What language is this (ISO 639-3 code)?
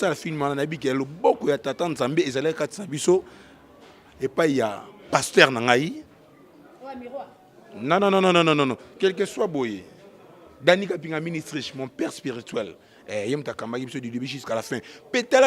lin